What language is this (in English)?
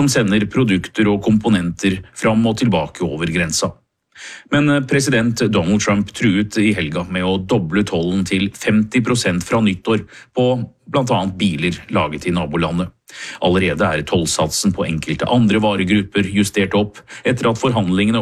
Norwegian